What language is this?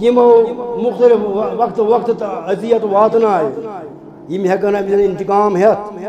Kashmiri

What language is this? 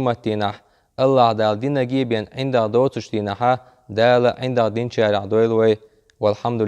Chechen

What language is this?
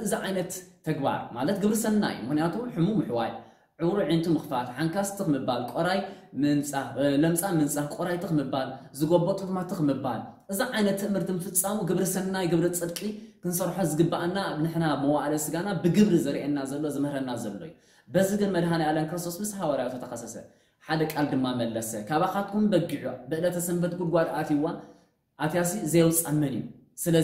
Tigrinya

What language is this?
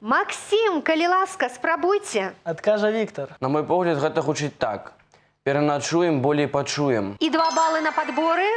Belarusian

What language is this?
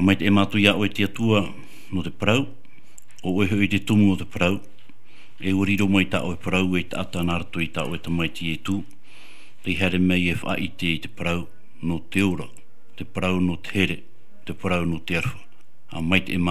Tahitian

